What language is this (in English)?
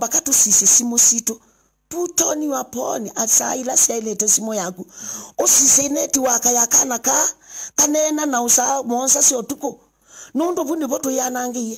Kamba